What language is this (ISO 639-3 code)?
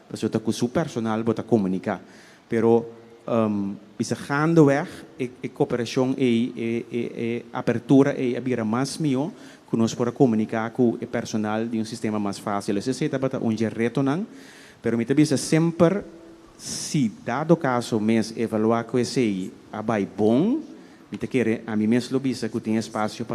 pap